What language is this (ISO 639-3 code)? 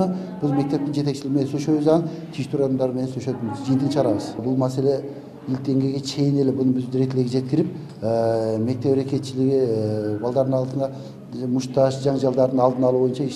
kir